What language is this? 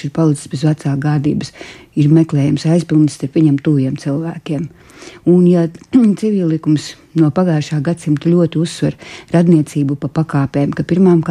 Latvian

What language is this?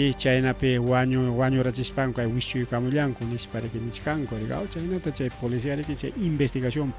Ayacucho Quechua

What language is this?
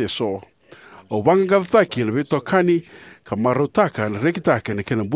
Fijian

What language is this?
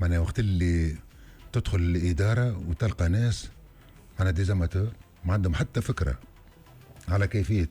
Tunisian Arabic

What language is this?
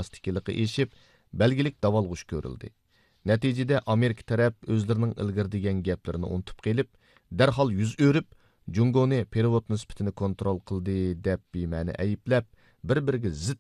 Uyghur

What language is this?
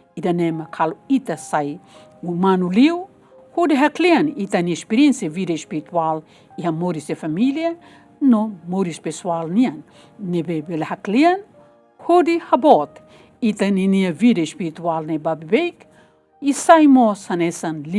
Tetum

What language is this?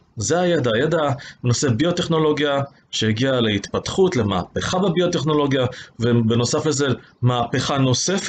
Hebrew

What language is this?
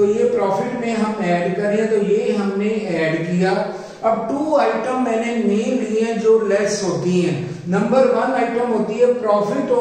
Hindi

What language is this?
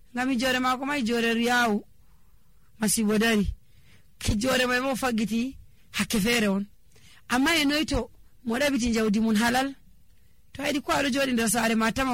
Nigerian Fulfulde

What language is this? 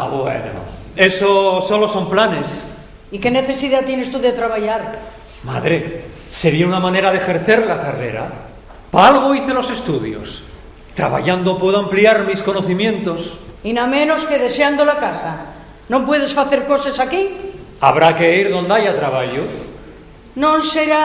Asturian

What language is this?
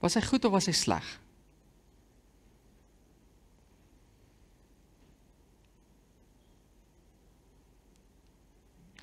Afrikaans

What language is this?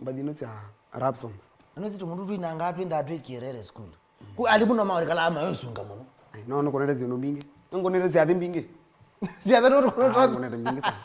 Kamba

